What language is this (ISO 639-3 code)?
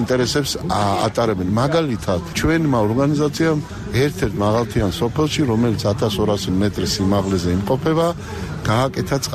kat